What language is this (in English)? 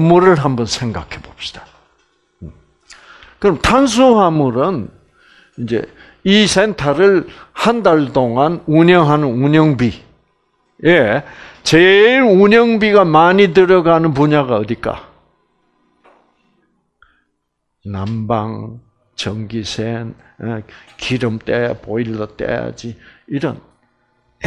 Korean